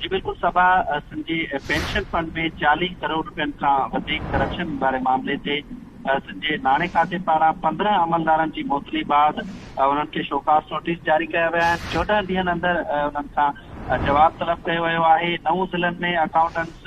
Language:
Sindhi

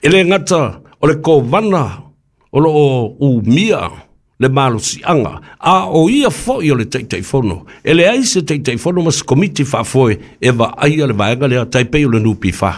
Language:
Samoan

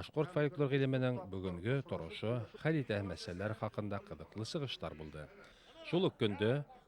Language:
Bashkir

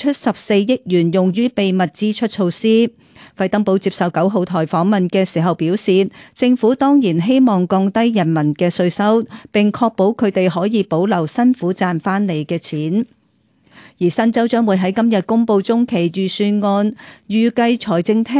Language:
Cantonese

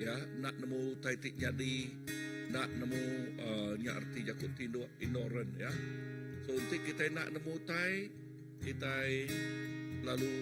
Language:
Iban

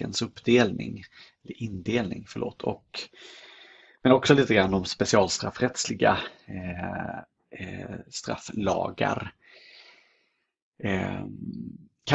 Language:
Swedish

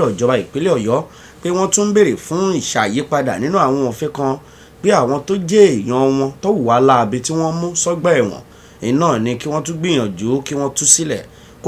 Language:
Yoruba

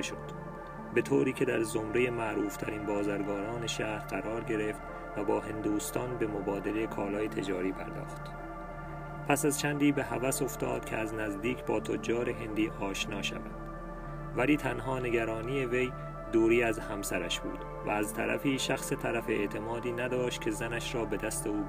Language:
Persian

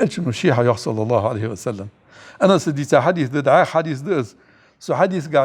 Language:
Ingush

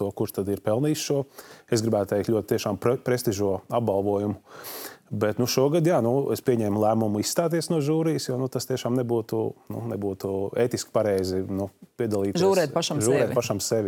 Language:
Latvian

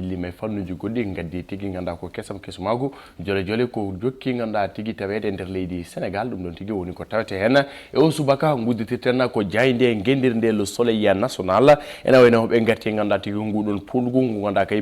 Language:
Fula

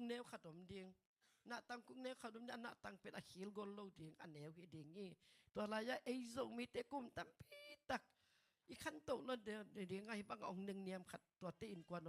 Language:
Tedim Chin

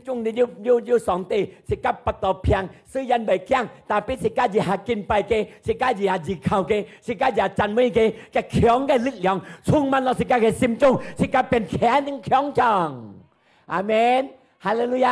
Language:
Hakka Chinese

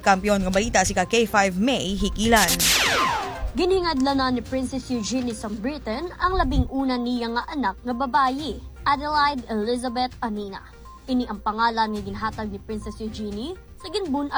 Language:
Hiligaynon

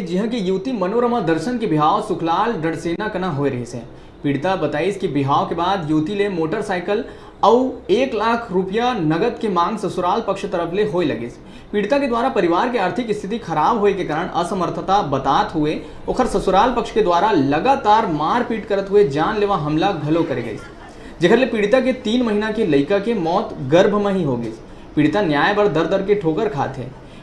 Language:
Chhattisgarhi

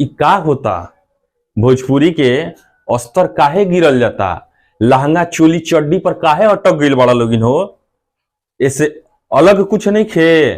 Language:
Bhojpuri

